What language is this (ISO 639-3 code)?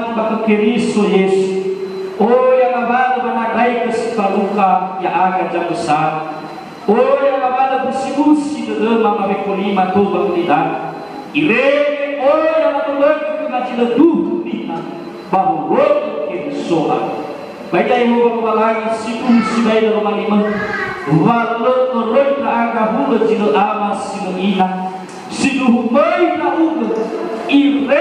nia